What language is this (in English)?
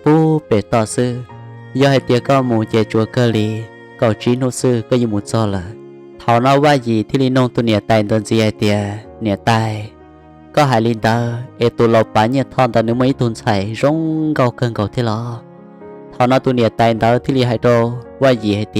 Hmong